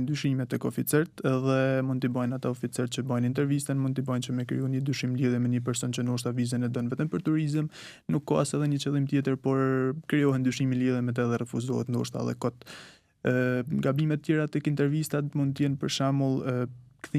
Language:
Albanian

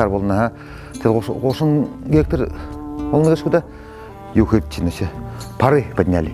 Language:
Buriat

